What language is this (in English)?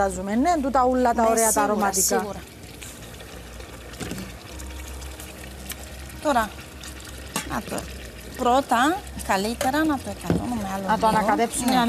Greek